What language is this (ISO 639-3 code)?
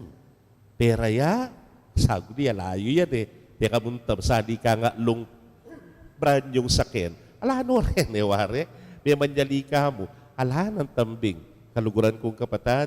pam